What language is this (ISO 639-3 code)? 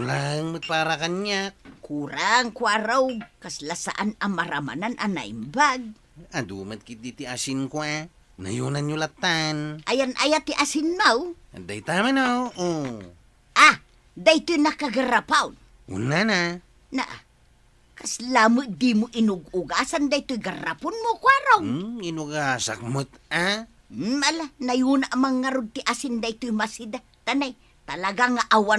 ilo